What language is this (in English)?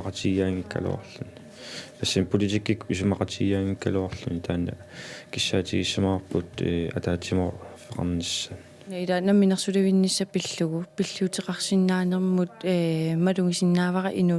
Kalaallisut